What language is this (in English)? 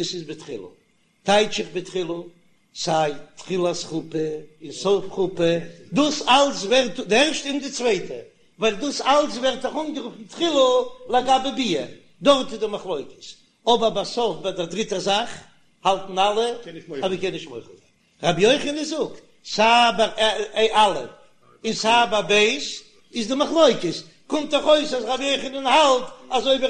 Yiddish